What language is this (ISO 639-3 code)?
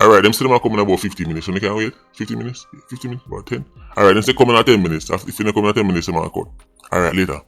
jam